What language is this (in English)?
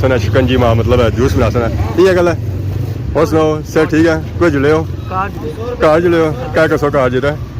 Pahari-Potwari